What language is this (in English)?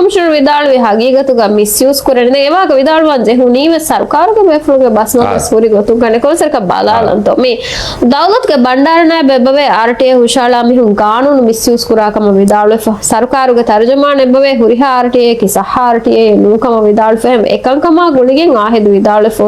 Divehi